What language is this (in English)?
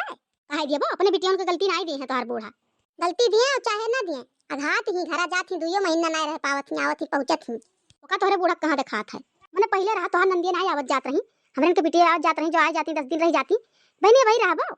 Awadhi